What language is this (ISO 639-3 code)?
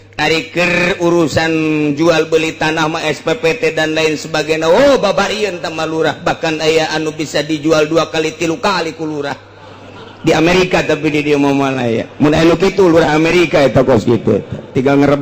sun